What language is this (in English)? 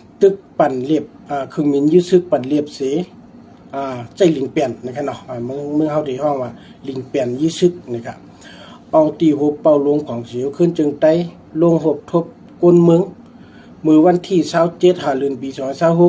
Shan